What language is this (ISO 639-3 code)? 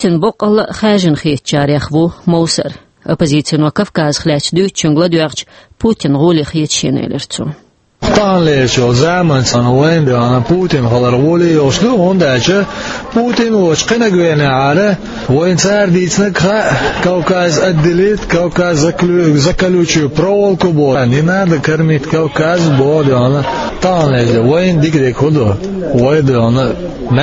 che